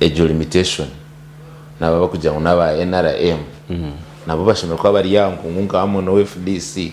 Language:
Nyankole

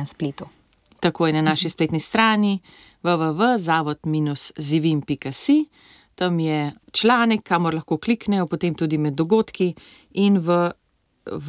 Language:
Slovenian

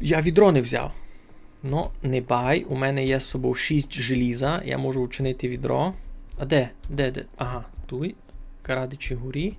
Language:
Rusyn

